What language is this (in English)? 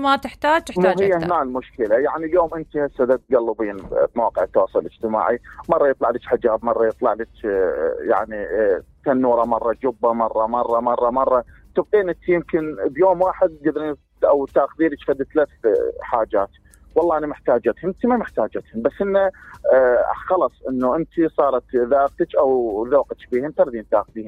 Mesopotamian Arabic